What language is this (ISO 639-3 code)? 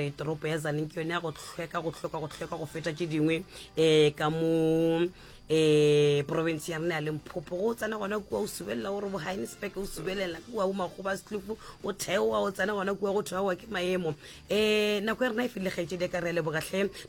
nso